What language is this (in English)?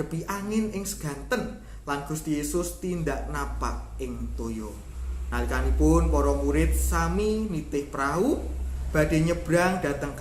Javanese